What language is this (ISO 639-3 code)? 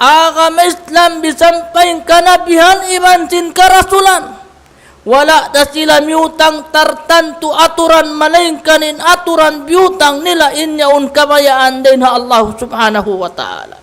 tsg